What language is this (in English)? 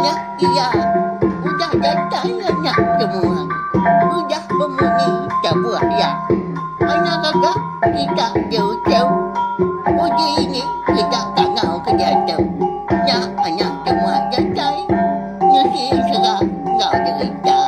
Iban